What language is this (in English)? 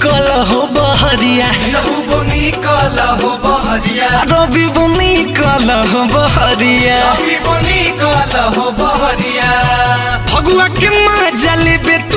Bhojpuri